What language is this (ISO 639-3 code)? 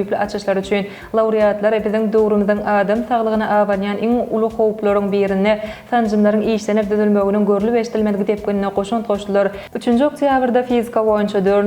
tuk